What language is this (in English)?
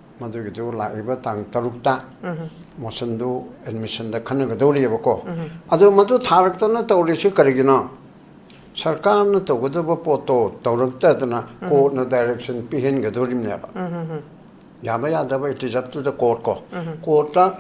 Manipuri